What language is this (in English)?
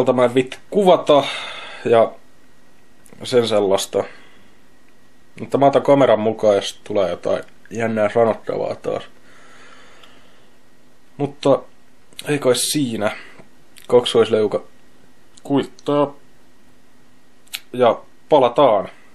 Finnish